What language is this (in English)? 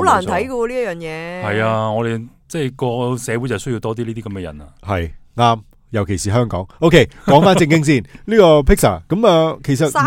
Cantonese